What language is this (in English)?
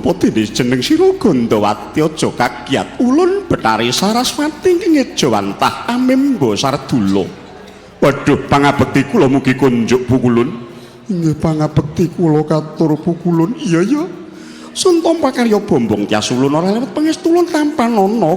Javanese